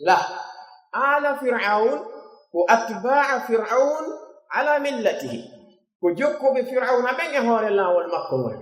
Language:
Pular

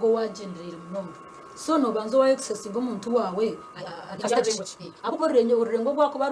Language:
Nyankole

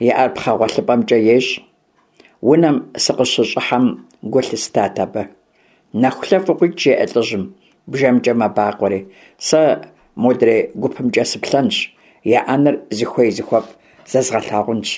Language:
Kabardian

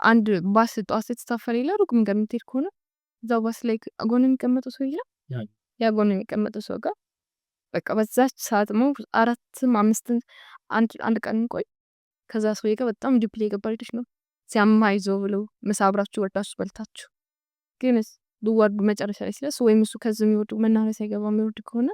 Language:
Amharic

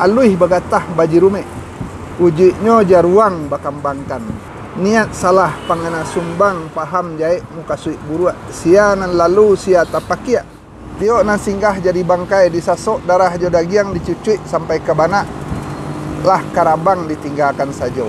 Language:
Minangkabau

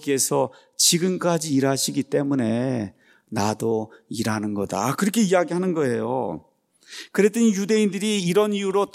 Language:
Korean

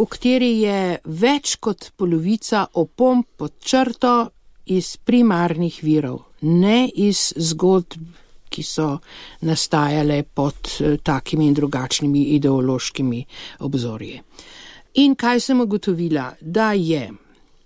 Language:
Slovenian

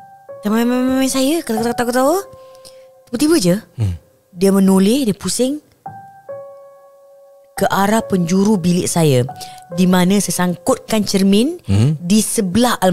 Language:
Malay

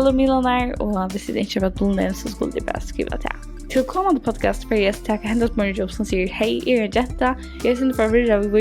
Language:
Faroese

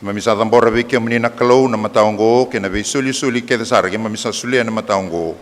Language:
Fijian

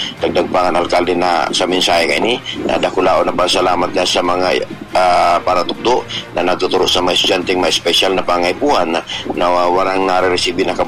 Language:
Bikol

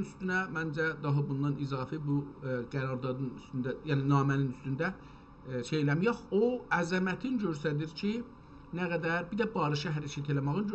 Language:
South Azerbaijani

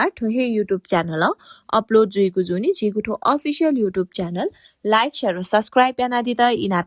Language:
Newari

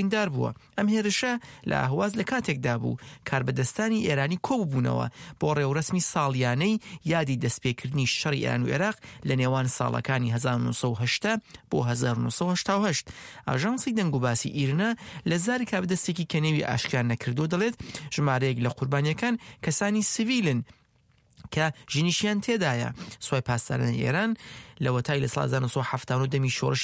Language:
Central Kurdish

